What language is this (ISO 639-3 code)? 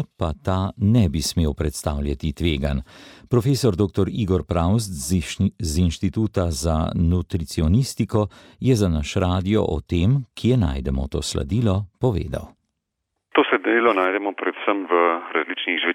slv